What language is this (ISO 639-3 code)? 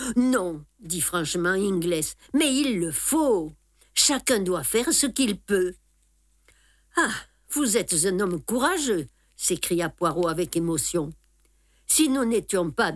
fra